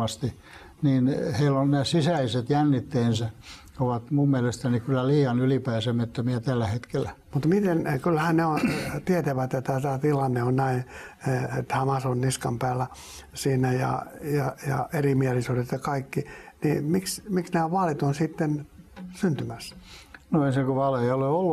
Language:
Finnish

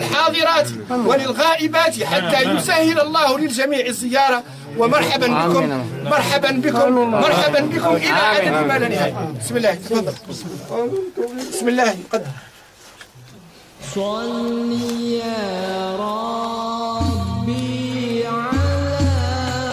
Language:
Arabic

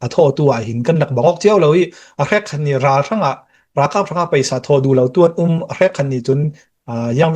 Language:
Hakha Chin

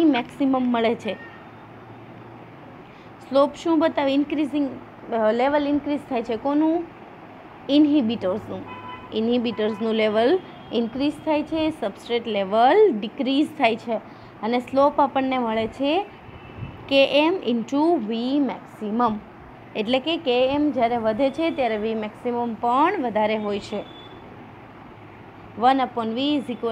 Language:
Gujarati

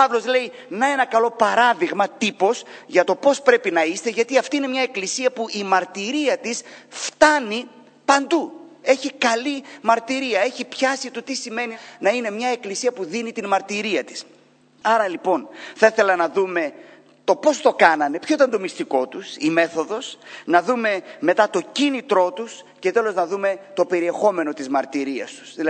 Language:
Greek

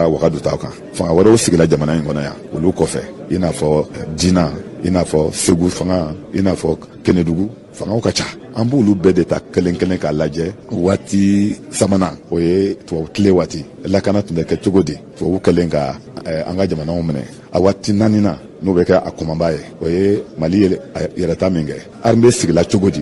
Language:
Bambara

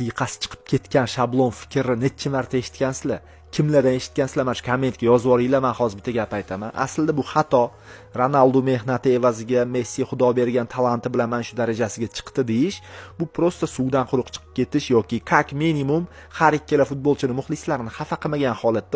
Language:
Uzbek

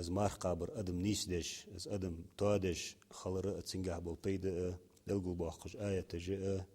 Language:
Ingush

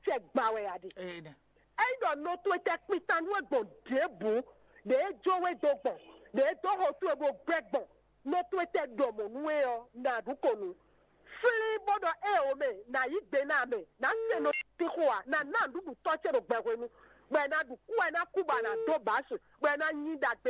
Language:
Fon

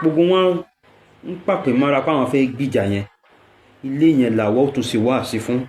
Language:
Yoruba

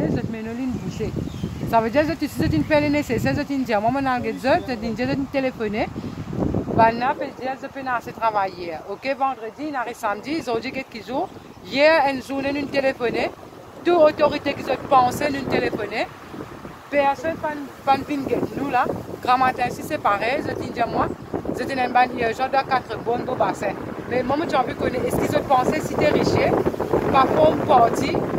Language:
Morisyen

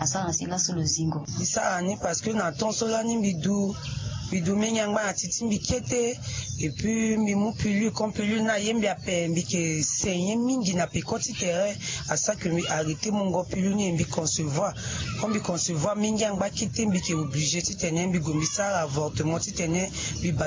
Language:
Sango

